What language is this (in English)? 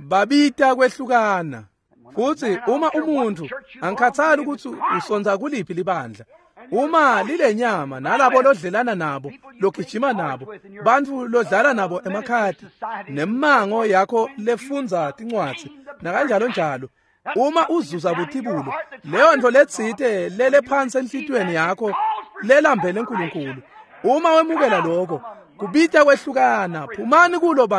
Swati